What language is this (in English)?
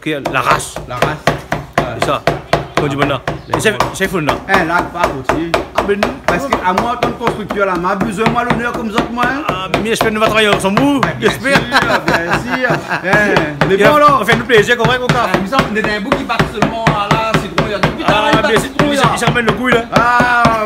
Réunion Creole French